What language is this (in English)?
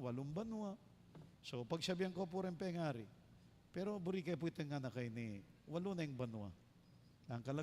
Pampanga